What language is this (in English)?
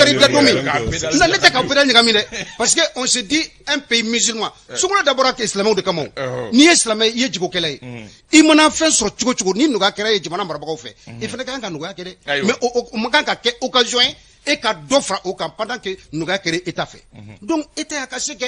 Bambara